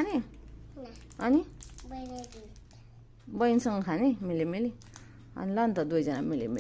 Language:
Nepali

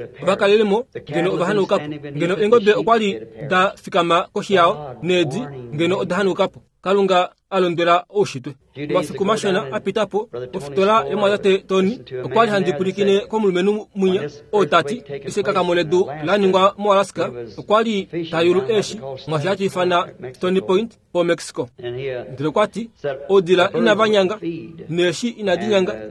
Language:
Kuanyama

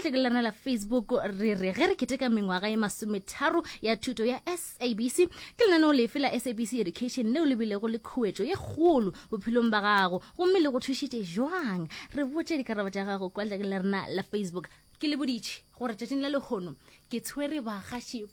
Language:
Northern Sotho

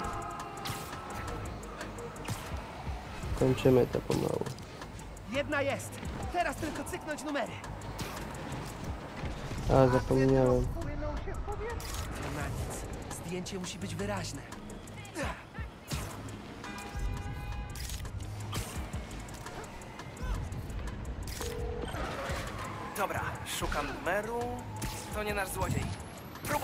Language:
Polish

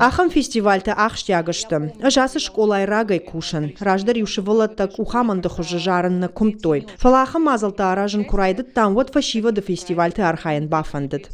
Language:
Ossetic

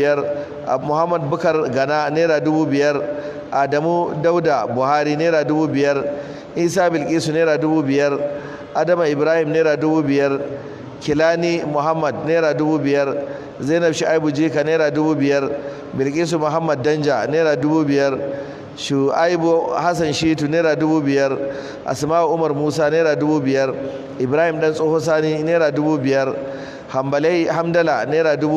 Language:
Hausa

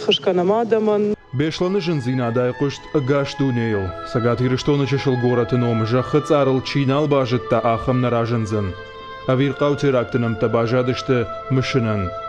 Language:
Ossetic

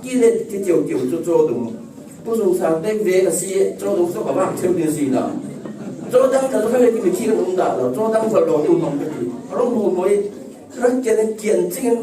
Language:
Falam Chin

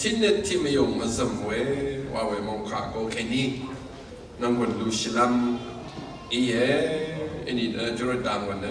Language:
Rawang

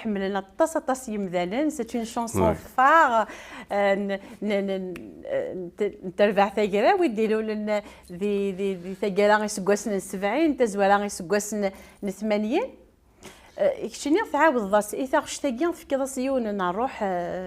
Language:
Kabyle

